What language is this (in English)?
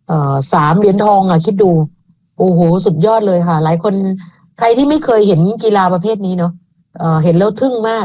Thai